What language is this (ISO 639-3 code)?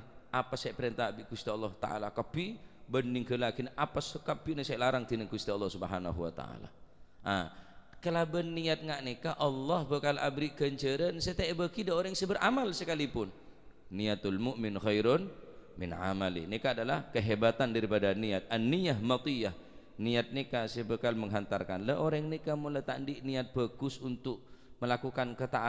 mad